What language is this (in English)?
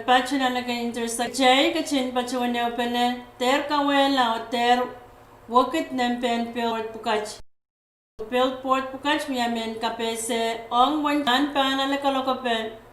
Pohnpeian